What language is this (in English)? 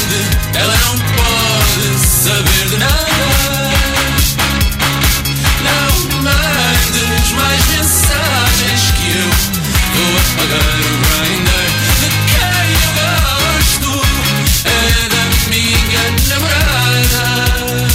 Portuguese